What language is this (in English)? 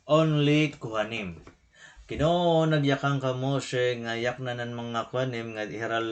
Waray